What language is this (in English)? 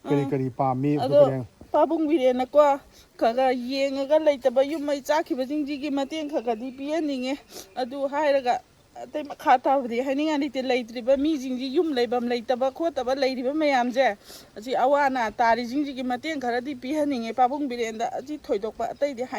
Manipuri